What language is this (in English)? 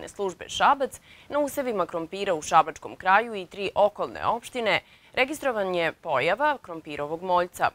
Serbian